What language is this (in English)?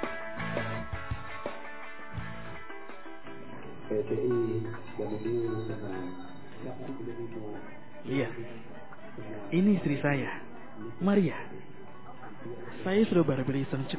Indonesian